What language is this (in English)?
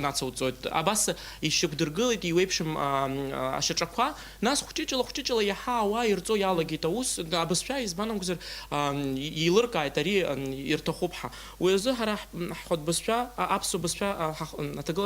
Abkhazian